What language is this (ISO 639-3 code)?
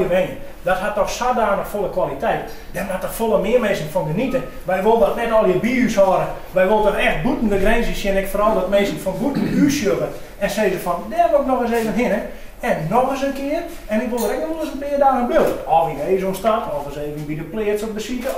fry